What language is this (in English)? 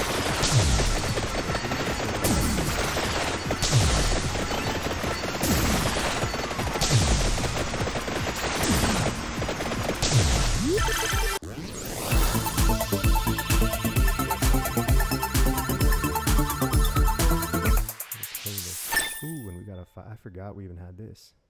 English